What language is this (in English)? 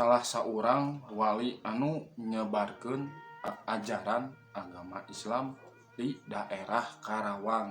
Sundanese